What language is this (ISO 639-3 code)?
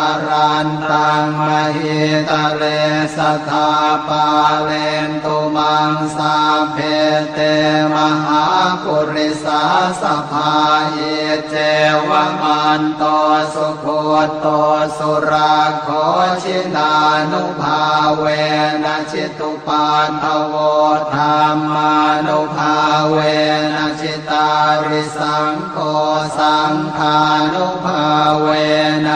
pli